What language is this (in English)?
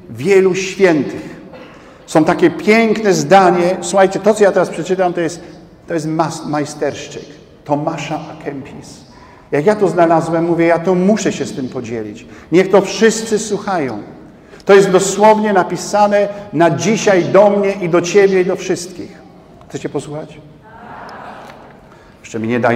Polish